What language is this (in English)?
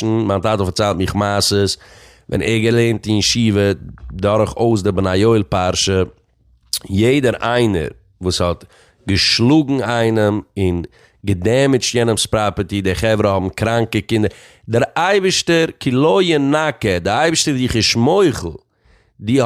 Yiddish